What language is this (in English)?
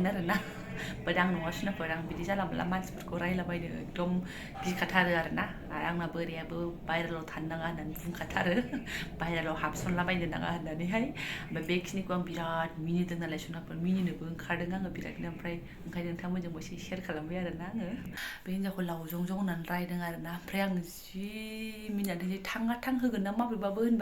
Bodo